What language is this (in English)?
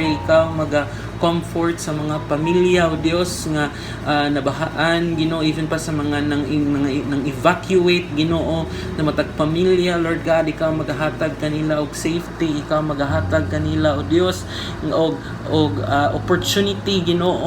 Cebuano